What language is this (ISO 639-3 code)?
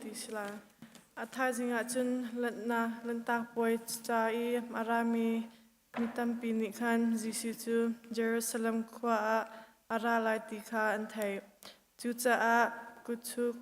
cnh